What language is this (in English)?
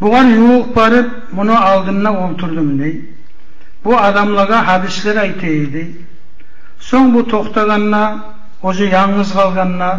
Kumyk